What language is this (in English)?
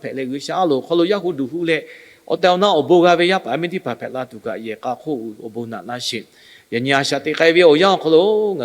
Lahu